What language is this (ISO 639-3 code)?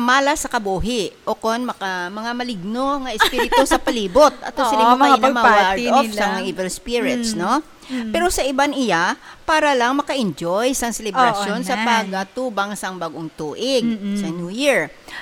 hil